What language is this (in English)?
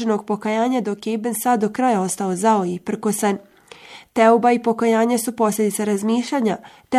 Bosnian